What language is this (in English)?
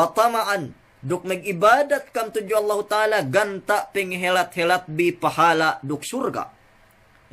Yakan